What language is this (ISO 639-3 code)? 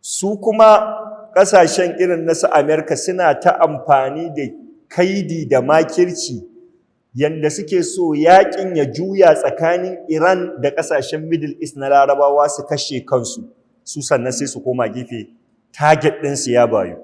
hau